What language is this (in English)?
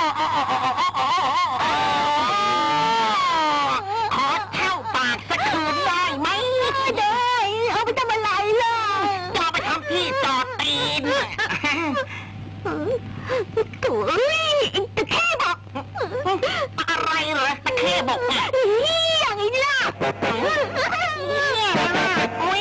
Thai